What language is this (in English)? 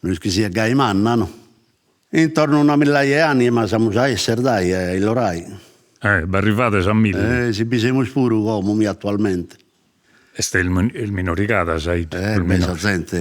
Sardinian